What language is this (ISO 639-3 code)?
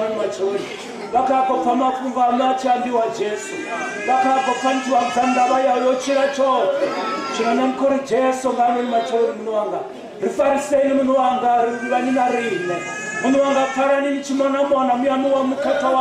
ven